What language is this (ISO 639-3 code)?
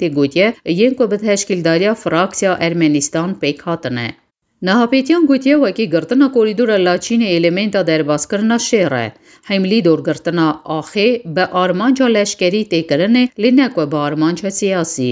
kur